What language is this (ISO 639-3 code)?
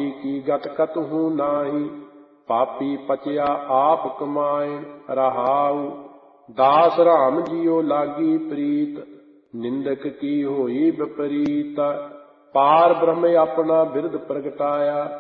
pan